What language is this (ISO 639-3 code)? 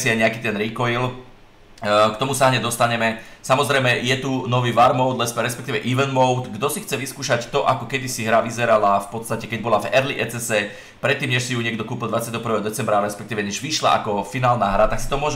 slk